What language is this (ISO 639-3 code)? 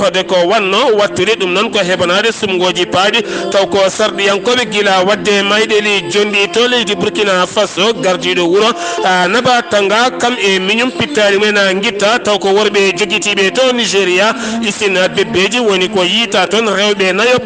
ful